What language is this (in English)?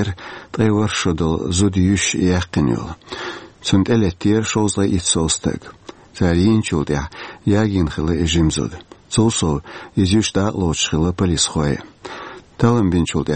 Chechen